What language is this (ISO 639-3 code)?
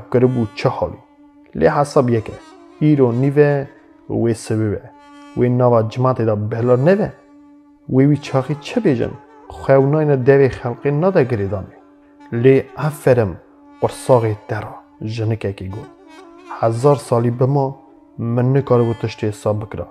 kur